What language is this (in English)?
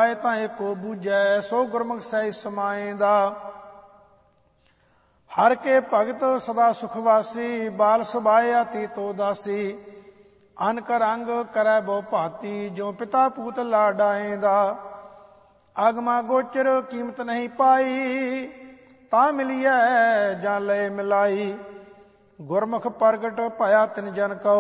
Punjabi